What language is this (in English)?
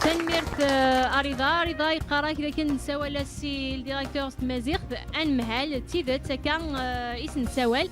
Kabyle